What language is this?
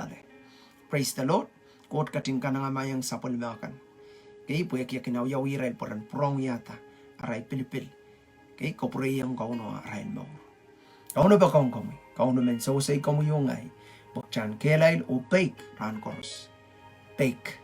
Pohnpeian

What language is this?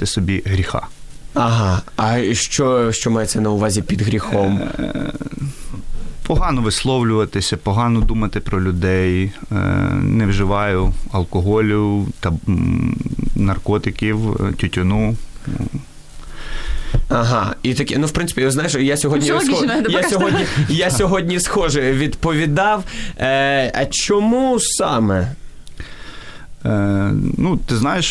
Ukrainian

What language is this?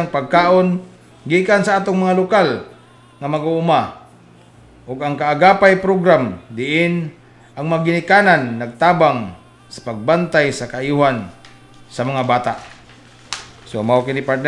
Cebuano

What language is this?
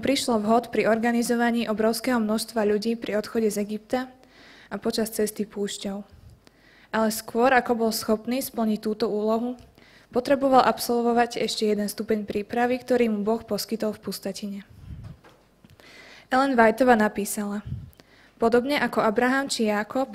Slovak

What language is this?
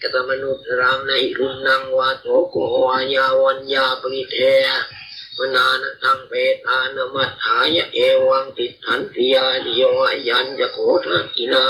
Pali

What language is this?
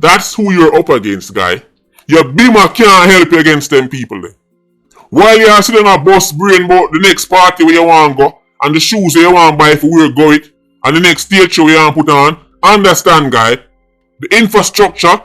Jamaican Creole English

